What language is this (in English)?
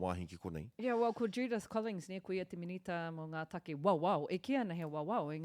Māori